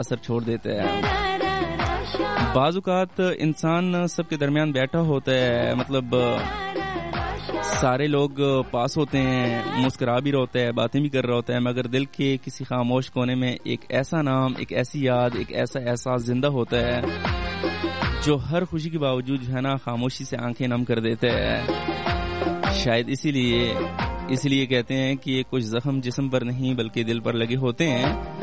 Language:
Urdu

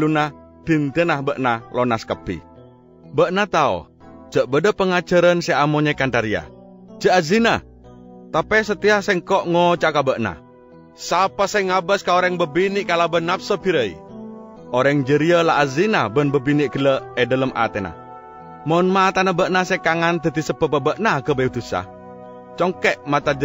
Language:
Madurese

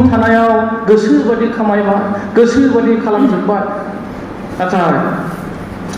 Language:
Bodo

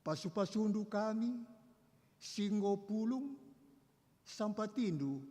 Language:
Batak Karo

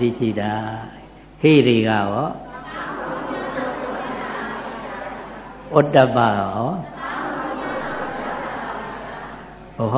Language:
Burmese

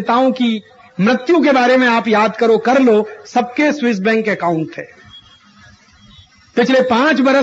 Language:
Hindi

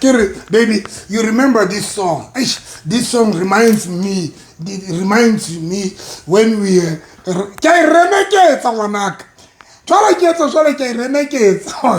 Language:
Southern Sotho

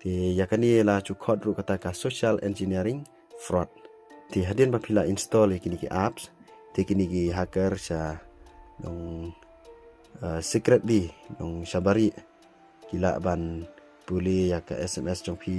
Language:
Khasi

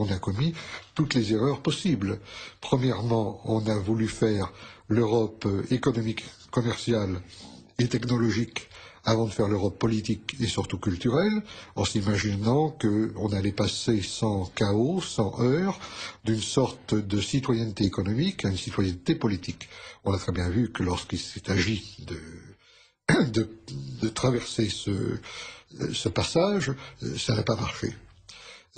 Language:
French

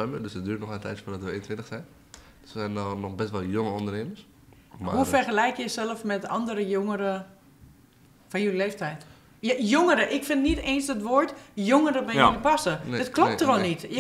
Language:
Dutch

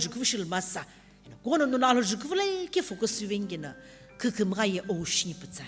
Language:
Sumi Naga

